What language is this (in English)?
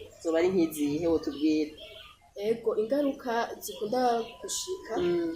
Rundi